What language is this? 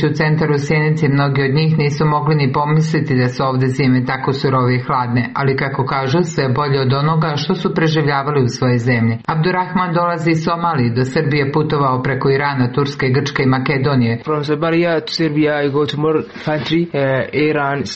Serbian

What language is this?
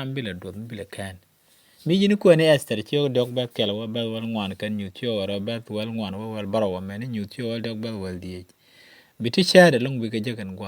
Nuer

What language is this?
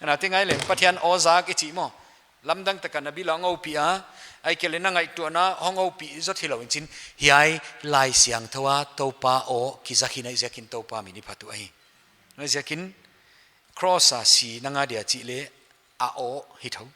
Paite Chin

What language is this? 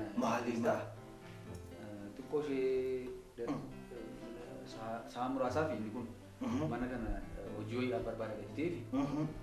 Oromo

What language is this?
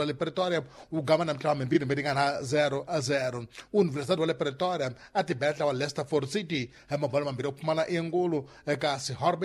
Tsonga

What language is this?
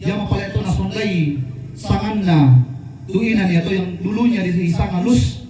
Toraja-Sa'dan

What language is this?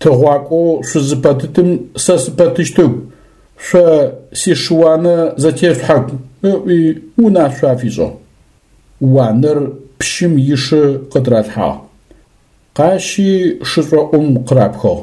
Adyghe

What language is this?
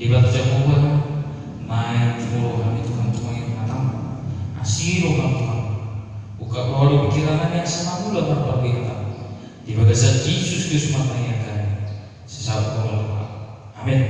Batak Toba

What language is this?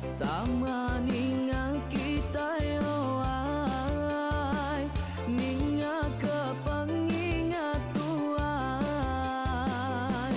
Iban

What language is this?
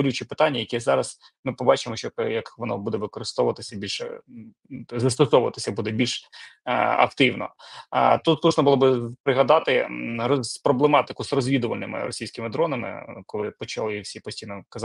Ukrainian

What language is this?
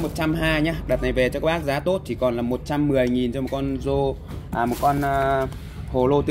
Vietnamese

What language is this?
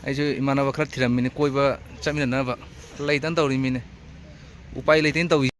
Manipuri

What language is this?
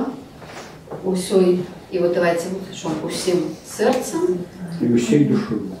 Belarusian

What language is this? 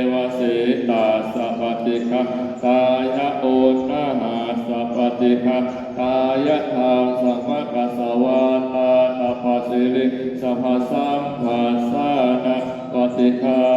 Pali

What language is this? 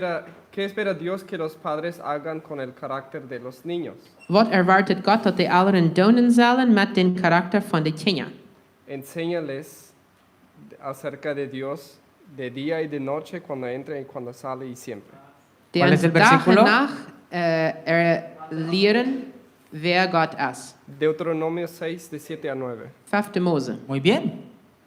Plautdietsch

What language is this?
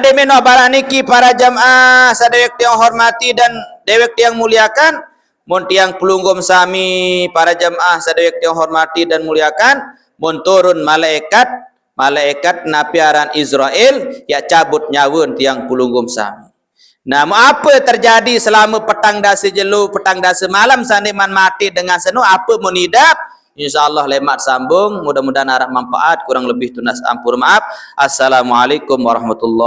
Sasak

